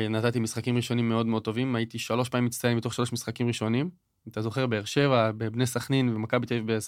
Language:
Hebrew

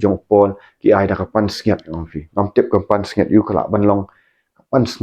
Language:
Khasi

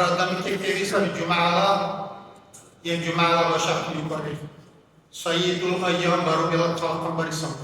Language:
Dargwa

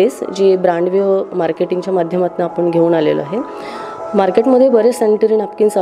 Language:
Marathi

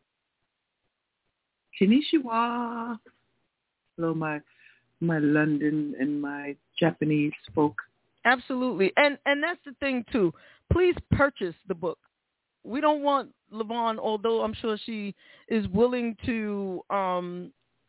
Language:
English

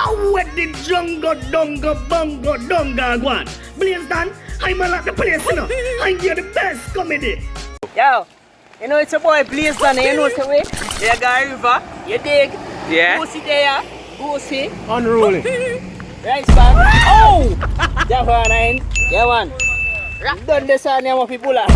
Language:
Jamaican Creole English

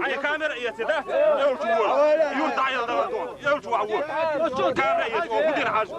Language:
Chechen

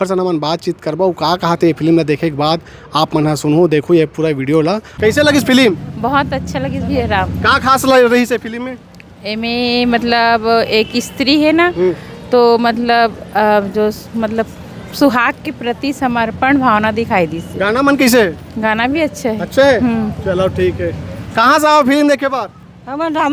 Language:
Chhattisgarhi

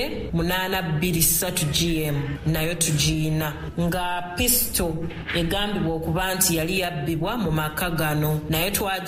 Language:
Ganda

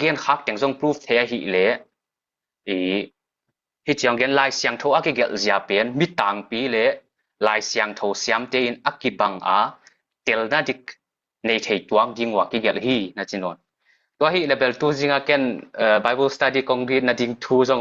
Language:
Tedim Chin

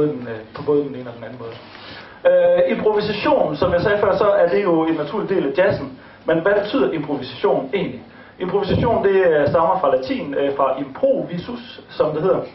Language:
Danish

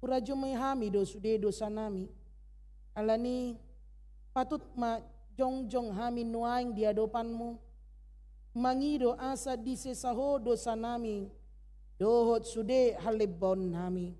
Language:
Batak Toba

